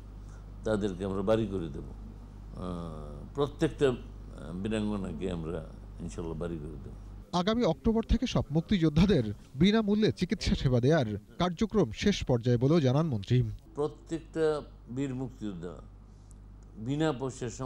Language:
Bangla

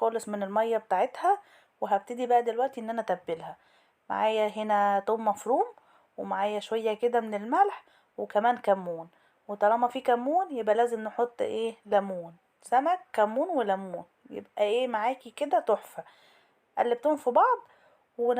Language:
Egyptian Arabic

